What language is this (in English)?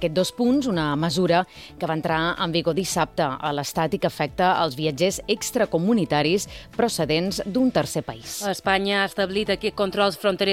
Catalan